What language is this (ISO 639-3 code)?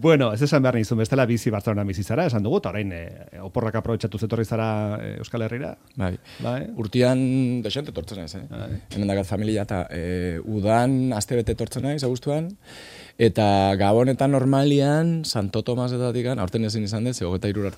eus